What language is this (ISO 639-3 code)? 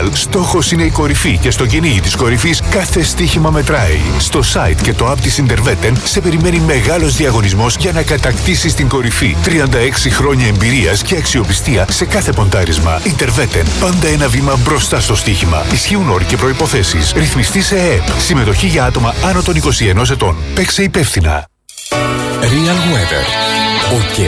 ell